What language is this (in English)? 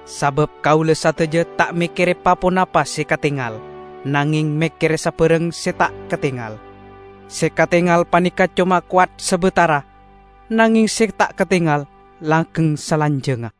Madurese